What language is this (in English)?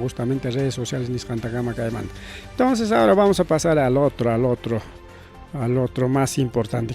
Ayacucho Quechua